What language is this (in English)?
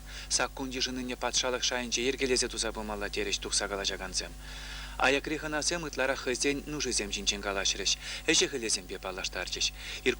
Chuvash